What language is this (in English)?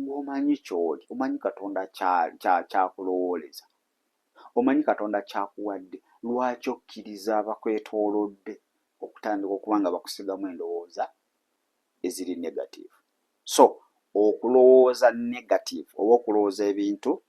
Ganda